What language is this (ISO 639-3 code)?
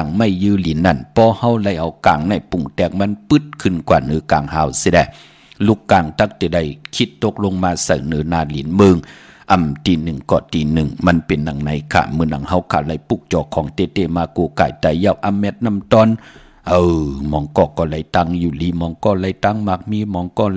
shn